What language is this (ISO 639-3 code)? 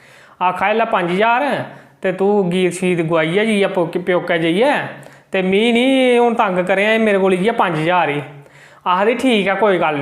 doi